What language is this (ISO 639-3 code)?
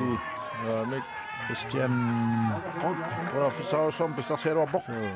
kal